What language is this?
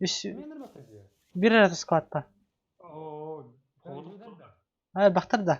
Yakut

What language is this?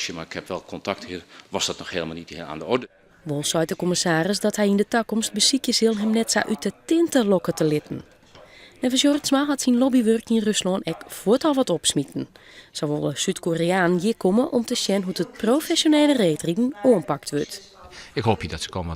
Western Frisian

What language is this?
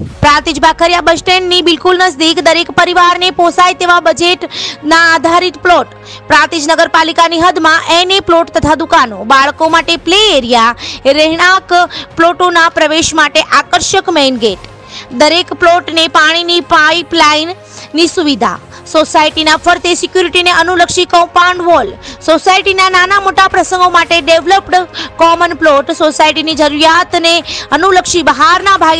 Gujarati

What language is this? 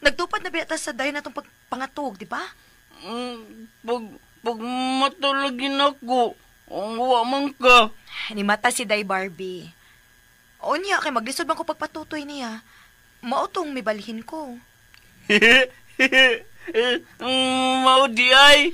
Cebuano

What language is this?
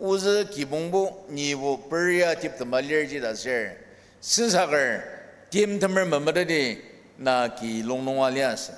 Ao Naga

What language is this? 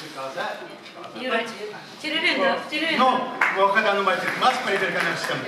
Chuvash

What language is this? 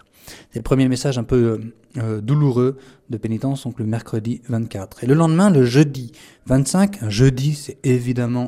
French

